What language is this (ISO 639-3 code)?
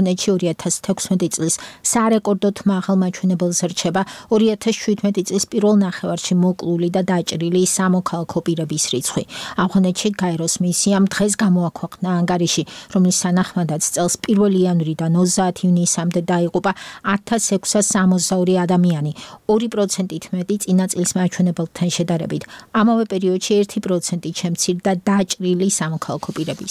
kat